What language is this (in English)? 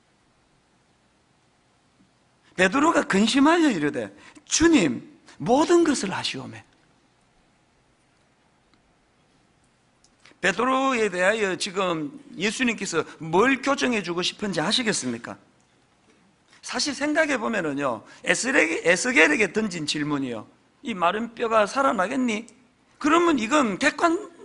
Korean